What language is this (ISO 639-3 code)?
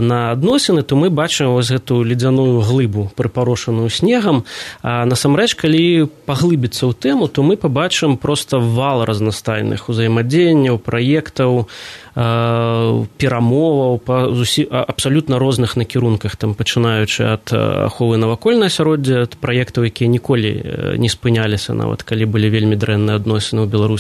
bel